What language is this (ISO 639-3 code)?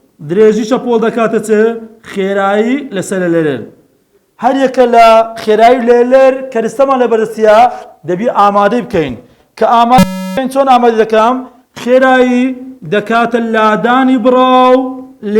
ckb